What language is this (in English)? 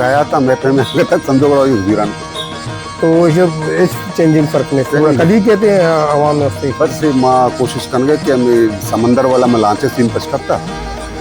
Baluchi